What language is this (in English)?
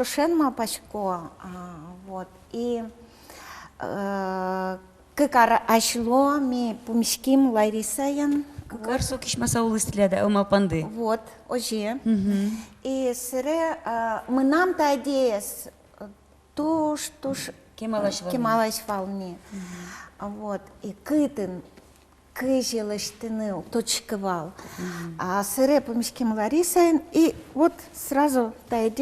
Udmurt